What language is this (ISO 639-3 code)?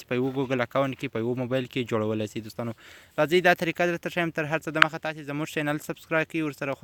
pus